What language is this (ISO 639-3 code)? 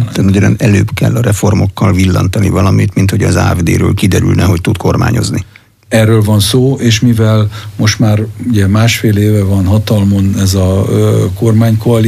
hun